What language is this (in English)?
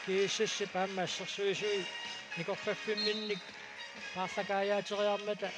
Kalaallisut